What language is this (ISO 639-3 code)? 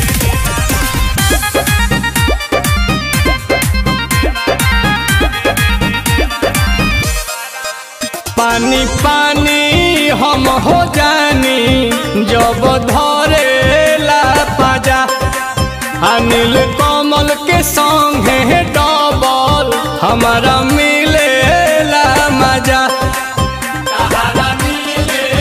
bho